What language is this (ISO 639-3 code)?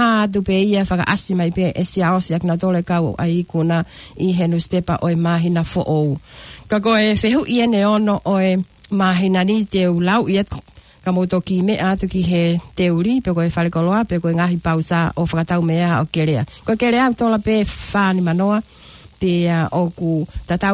ton